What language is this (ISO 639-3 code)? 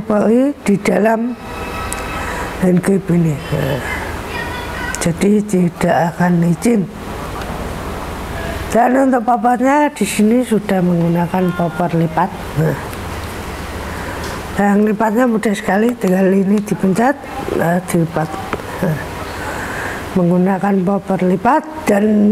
ind